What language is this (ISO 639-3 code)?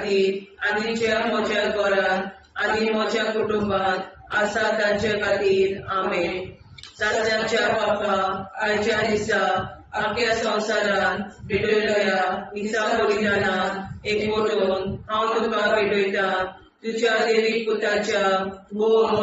kok